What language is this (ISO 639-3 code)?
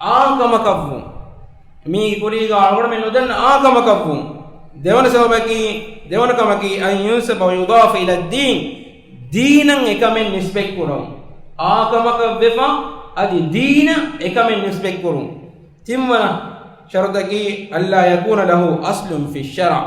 div